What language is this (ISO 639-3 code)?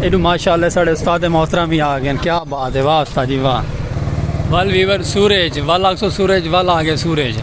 skr